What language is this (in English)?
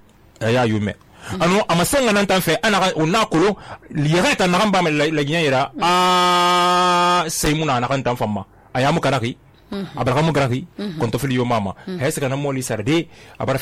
Susu